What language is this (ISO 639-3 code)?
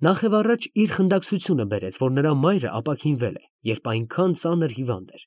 hye